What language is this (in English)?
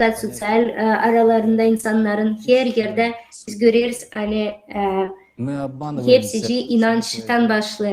Gagauz